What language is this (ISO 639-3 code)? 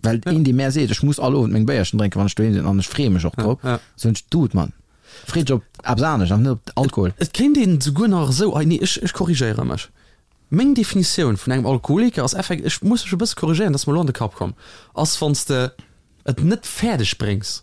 ltz